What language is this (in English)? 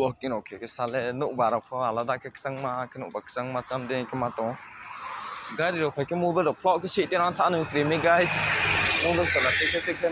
Kok Borok